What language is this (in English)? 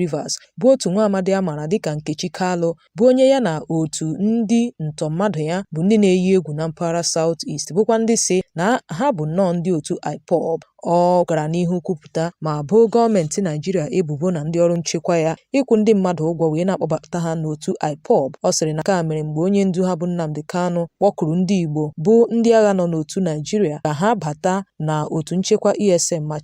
Igbo